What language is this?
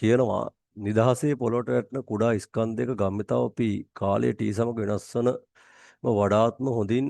Sinhala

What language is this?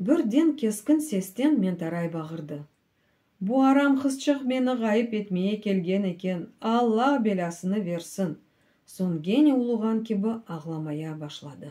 Crimean Tatar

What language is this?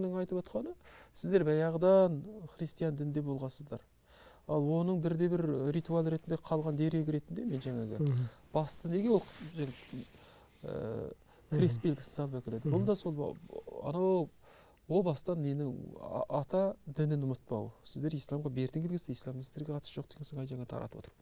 Kazakh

